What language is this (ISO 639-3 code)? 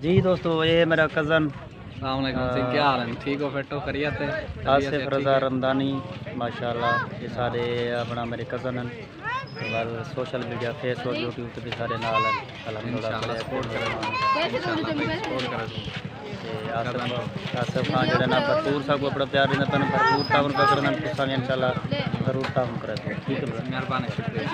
skr